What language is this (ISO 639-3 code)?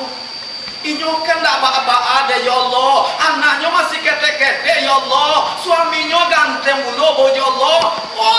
min